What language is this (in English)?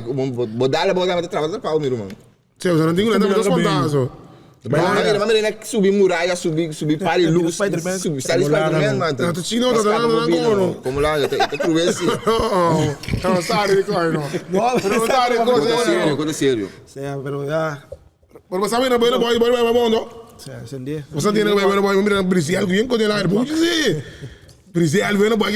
Papiamento